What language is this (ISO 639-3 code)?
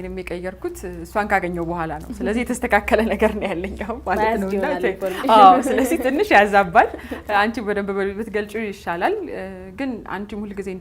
amh